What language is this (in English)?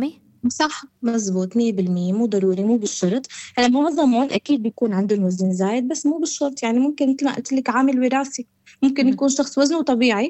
North Levantine Arabic